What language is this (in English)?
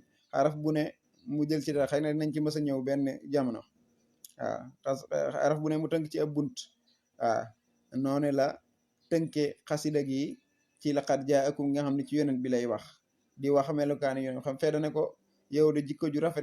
Wolof